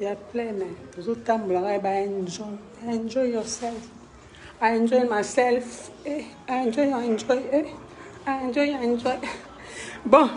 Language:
Lingala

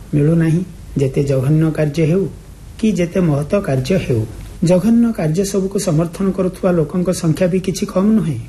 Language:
Odia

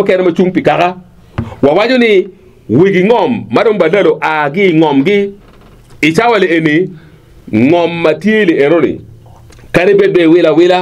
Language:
Acoli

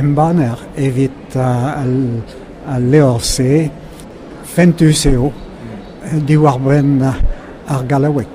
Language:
Breton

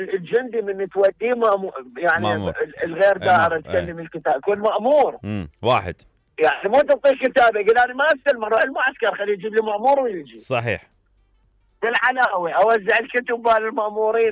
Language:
Mesopotamian Arabic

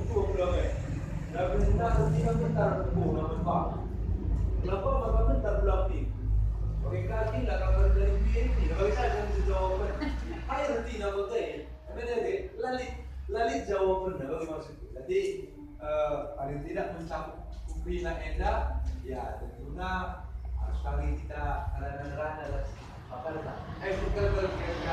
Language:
Batak Karo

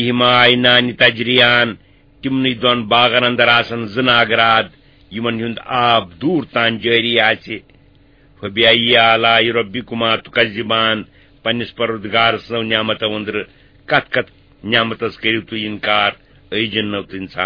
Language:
Kashmiri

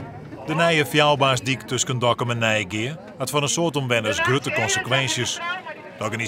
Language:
Western Frisian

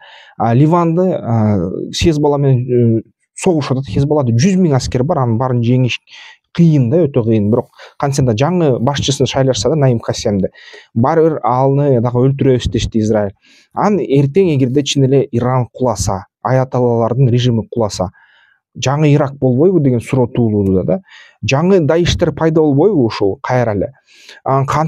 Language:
Kyrgyz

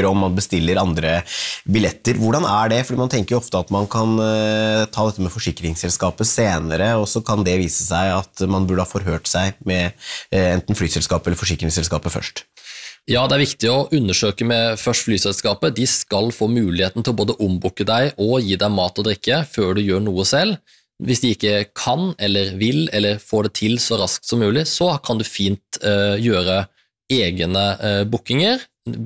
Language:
Norwegian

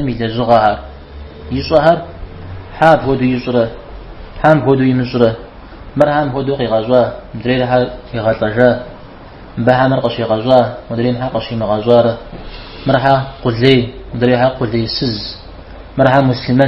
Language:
Kabardian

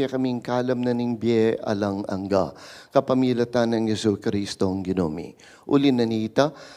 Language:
Pampanga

